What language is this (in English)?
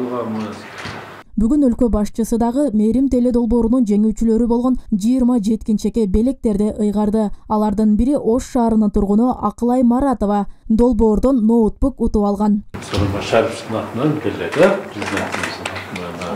Kyrgyz